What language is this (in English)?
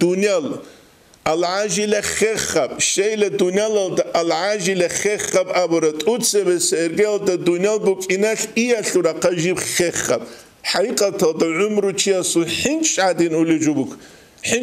Avaric